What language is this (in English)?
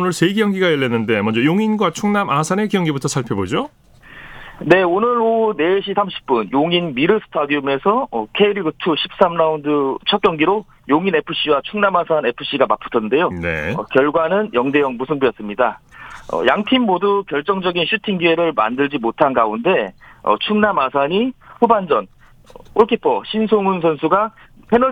Korean